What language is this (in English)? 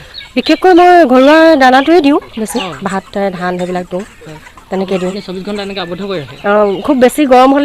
Assamese